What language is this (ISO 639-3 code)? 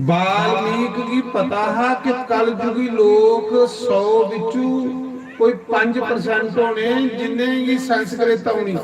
doi